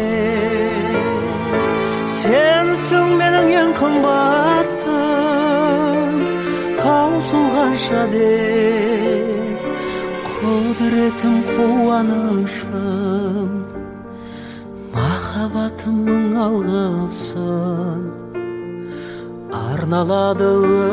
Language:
Kazakh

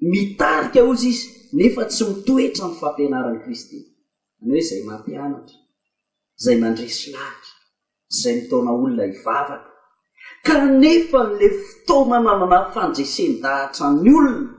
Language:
Malagasy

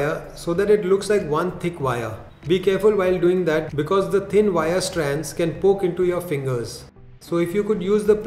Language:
English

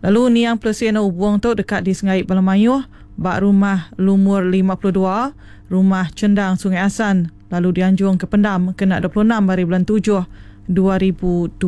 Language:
Iban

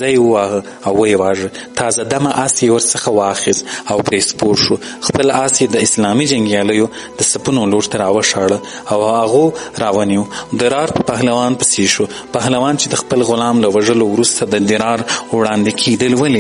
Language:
Pashto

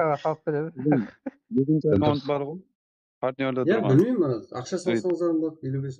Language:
Kara-Kalpak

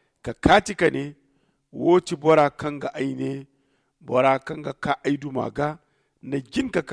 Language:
Zarma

